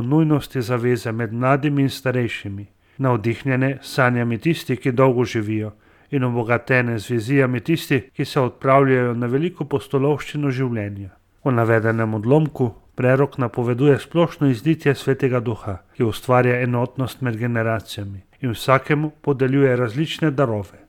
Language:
Slovenian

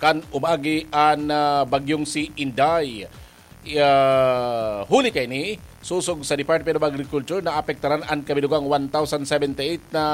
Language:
Bikol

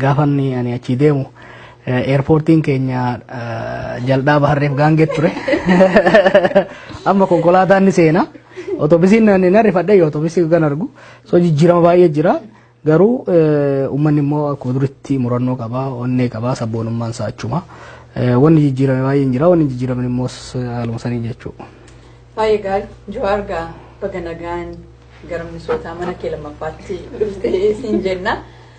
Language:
Oromo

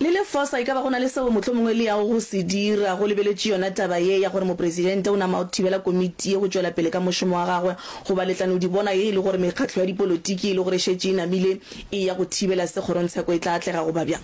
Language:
Northern Sotho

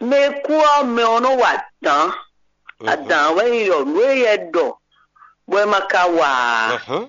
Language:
Fon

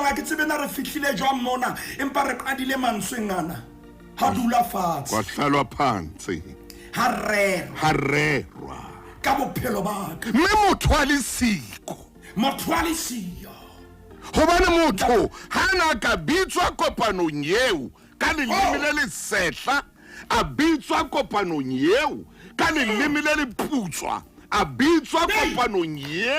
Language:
Southern Sotho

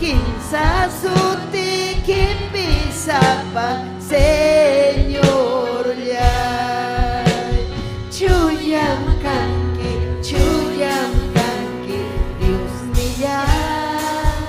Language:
Ayacucho Quechua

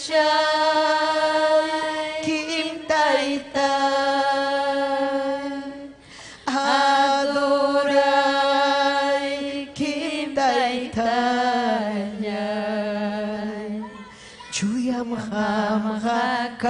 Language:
Ayacucho Quechua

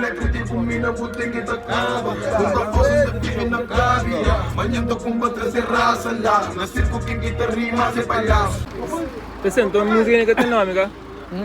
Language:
Kabuverdianu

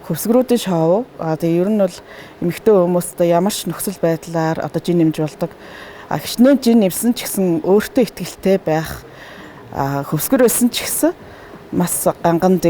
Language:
Mongolian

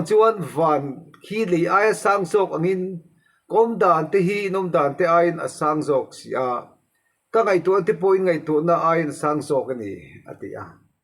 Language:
Mizo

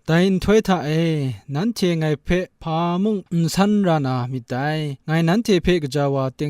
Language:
Kachin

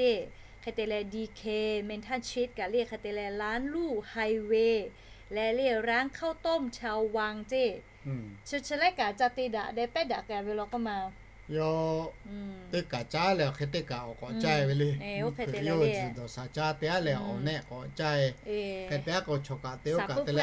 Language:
Lahu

